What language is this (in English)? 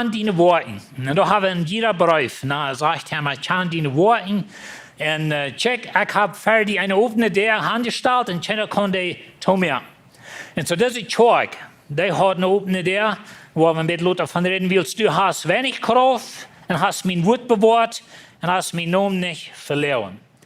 Plautdietsch